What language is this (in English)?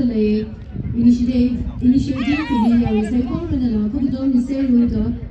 Tangkhul Naga (India)